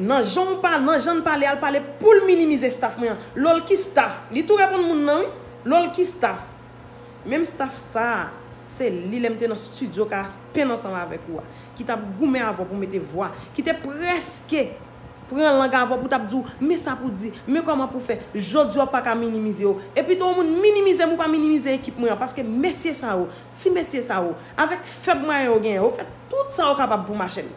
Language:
Haitian Creole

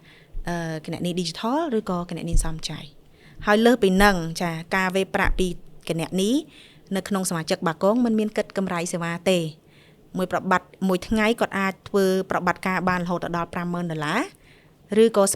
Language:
Khmer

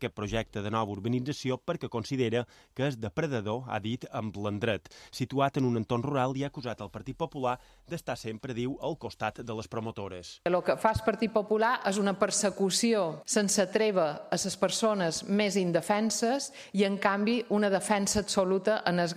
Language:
Catalan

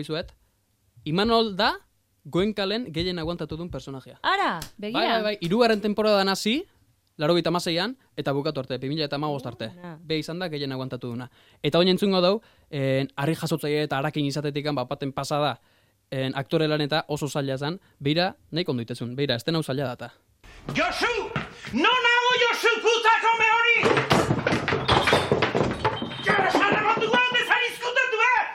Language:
Basque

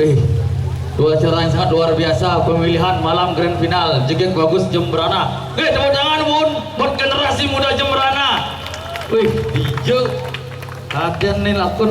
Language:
Balinese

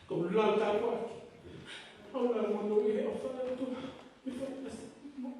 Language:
Tongan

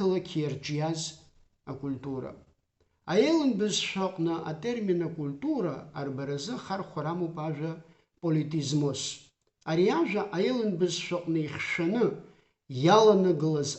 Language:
Abkhazian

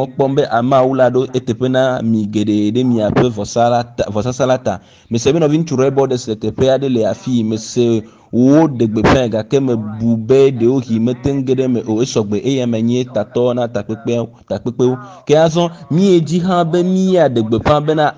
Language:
Ewe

